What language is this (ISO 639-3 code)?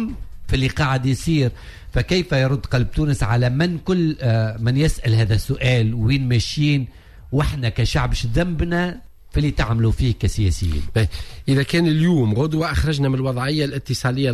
aeb